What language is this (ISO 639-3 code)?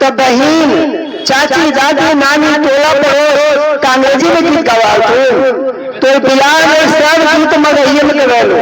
mag